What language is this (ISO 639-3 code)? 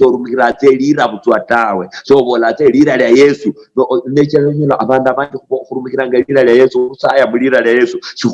luy